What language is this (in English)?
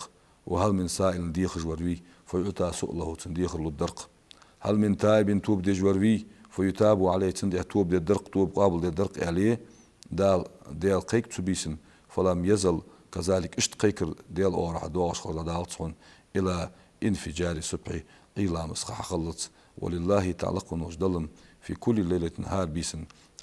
Ingush